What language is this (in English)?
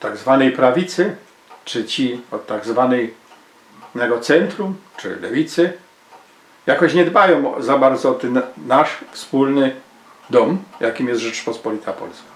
Silesian